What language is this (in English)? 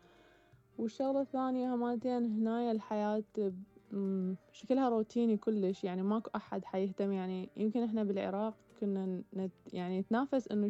Mesopotamian Arabic